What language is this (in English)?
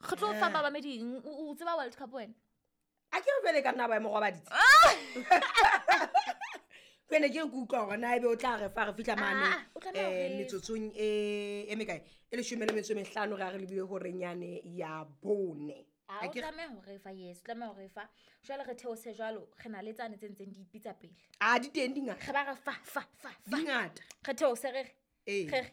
Southern Sotho